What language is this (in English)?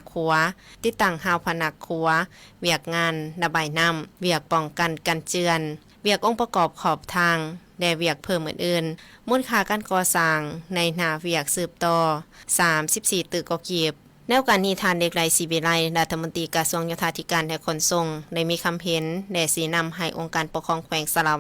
Lao